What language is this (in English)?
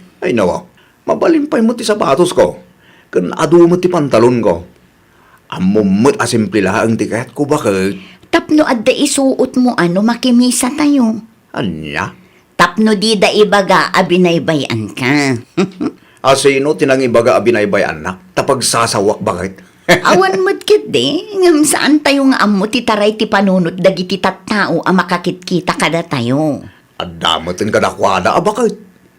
Iloko